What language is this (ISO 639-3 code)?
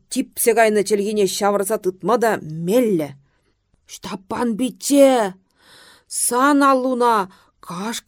chv